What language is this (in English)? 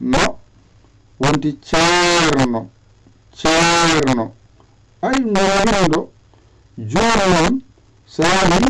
Fula